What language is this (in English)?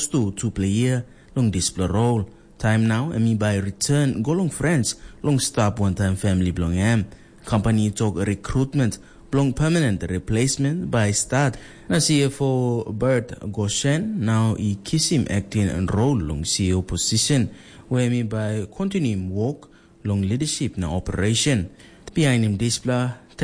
Tok Pisin